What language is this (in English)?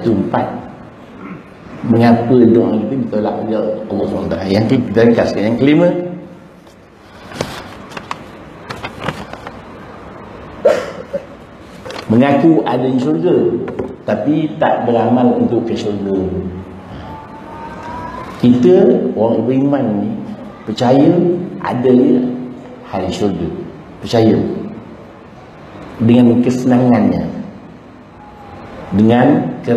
Malay